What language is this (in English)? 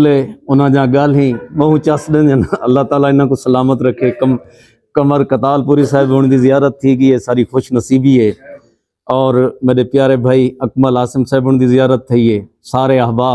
Saraiki